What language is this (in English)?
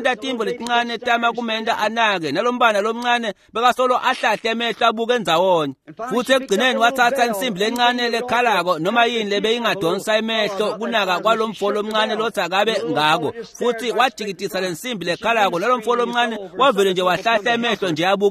Swati